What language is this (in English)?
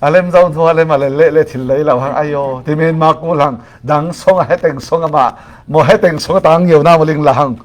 Falam Chin